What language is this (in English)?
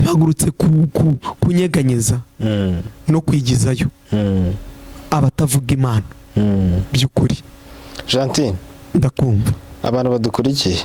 Kinyarwanda